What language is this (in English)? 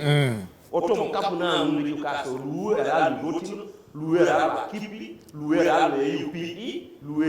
Teso